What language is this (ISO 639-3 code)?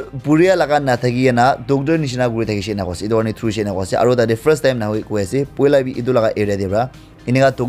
nag